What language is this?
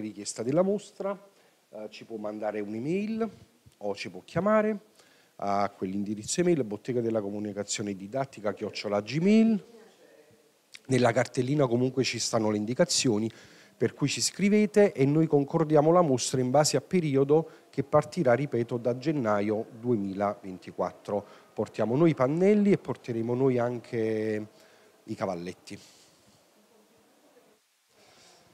Italian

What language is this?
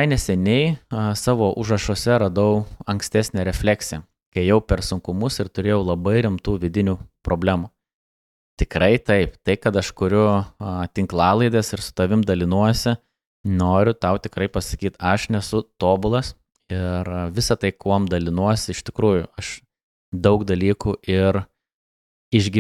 Lithuanian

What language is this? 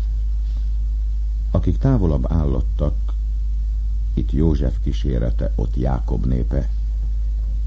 Hungarian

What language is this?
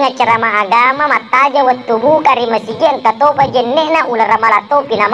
Buginese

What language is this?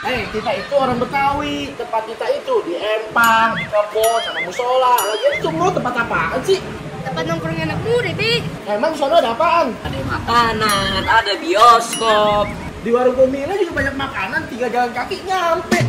Betawi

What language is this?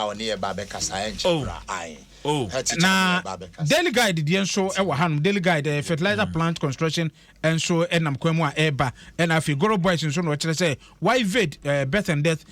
Akan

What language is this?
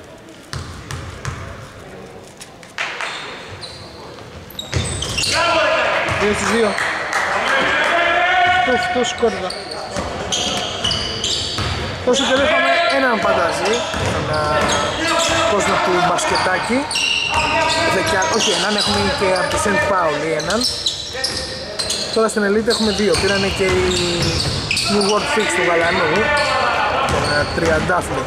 Greek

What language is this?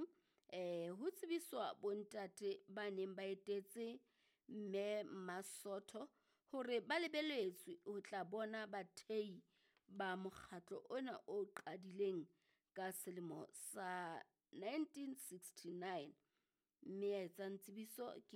Southern Sotho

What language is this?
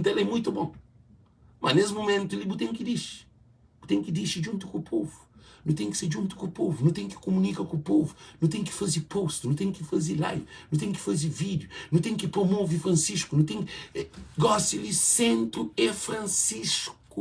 Kabuverdianu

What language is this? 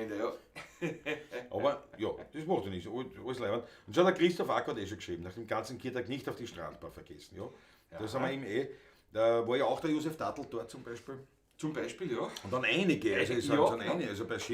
Bavarian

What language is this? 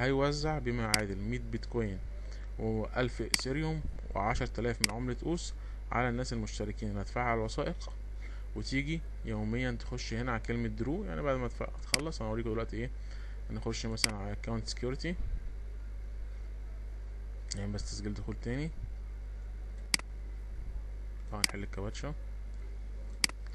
Egyptian Arabic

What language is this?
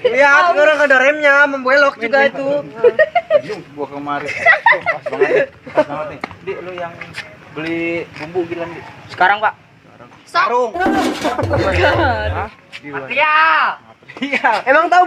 Betawi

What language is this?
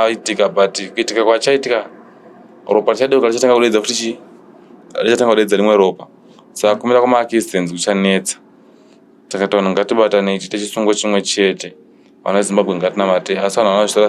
Shona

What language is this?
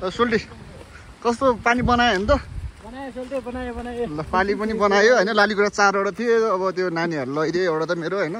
Nepali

